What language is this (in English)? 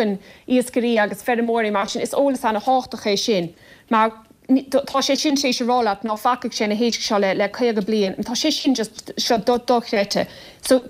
Irish